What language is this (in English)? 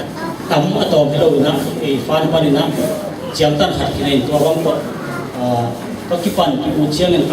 Tedim Chin